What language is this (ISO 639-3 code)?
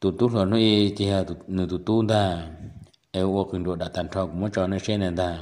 hmn